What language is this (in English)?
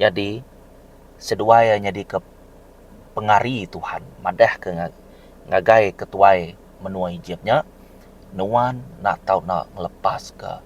Iban